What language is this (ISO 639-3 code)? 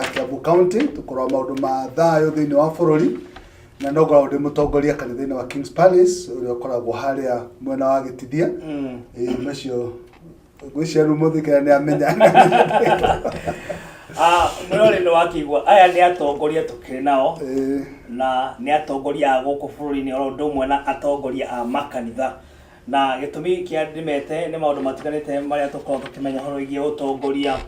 kik